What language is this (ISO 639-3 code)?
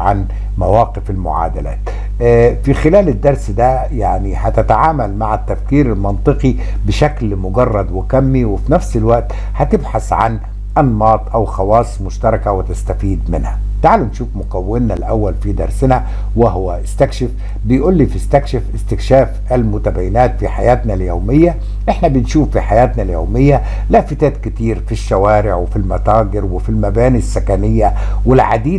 arz